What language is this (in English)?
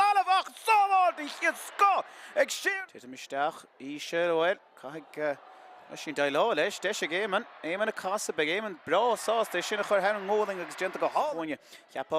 Irish